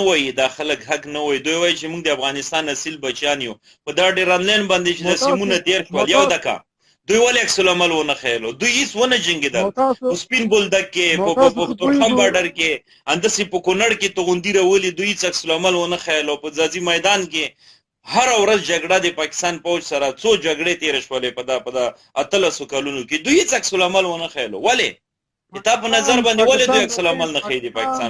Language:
Pashto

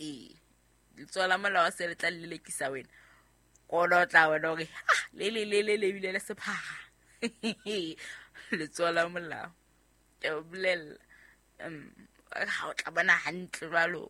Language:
Southern Sotho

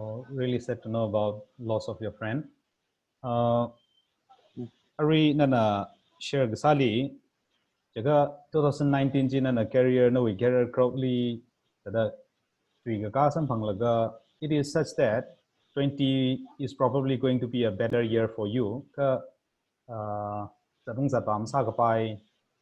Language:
Tangkhul Naga (India)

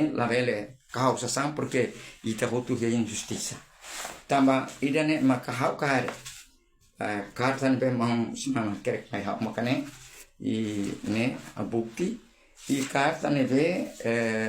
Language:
Tetum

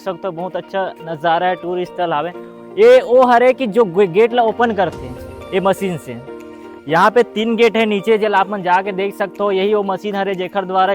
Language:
Chhattisgarhi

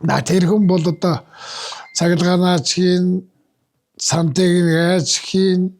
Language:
Mongolian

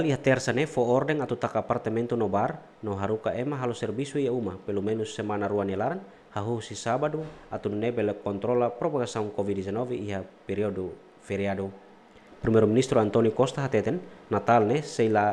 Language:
Tetum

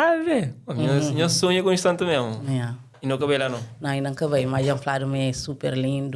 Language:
Kabuverdianu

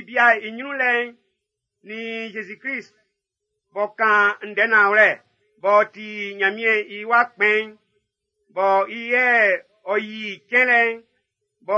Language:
Baoulé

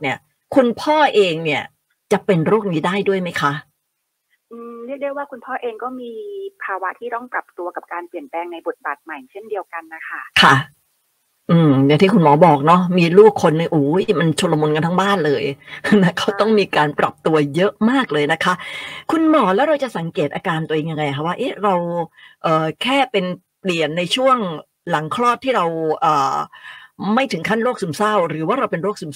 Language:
Thai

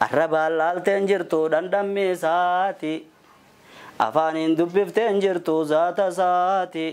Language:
Oromo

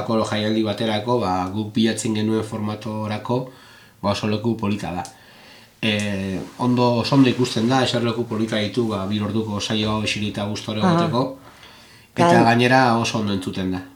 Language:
Basque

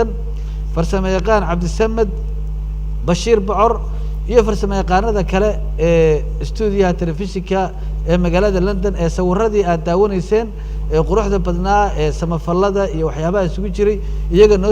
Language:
Somali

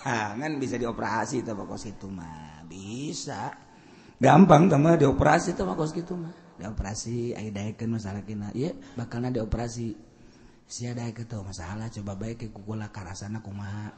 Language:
Sundanese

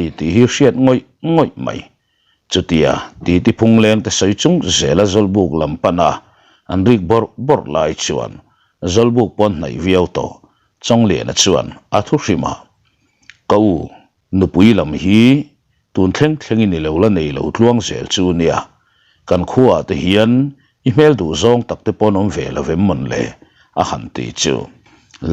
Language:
Mizo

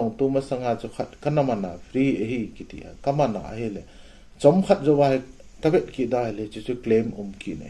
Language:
Thado Chin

